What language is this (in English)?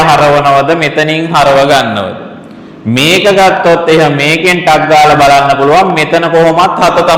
Sinhala